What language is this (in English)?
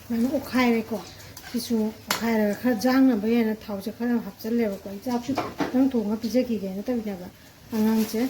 Manipuri